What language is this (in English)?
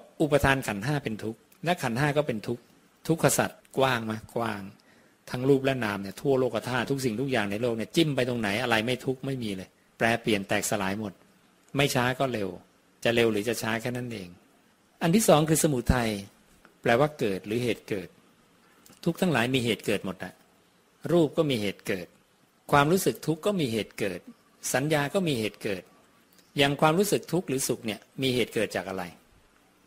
Thai